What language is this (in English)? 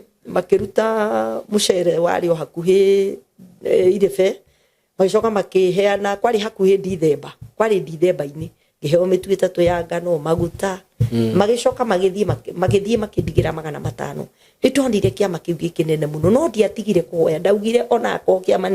Kikuyu